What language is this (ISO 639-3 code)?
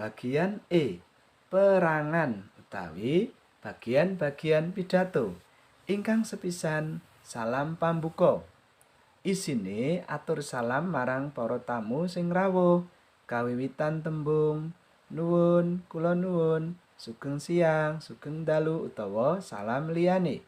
jav